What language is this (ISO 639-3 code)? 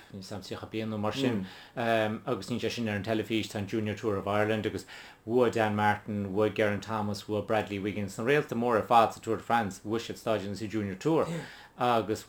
gle